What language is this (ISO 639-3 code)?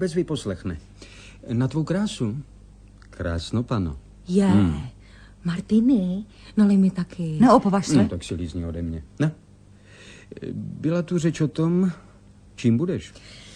ces